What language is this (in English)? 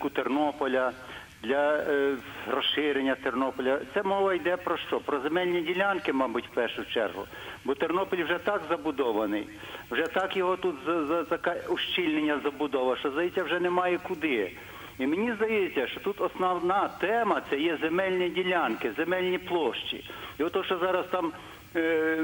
Ukrainian